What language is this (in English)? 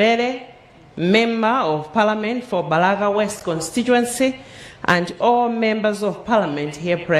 Nyanja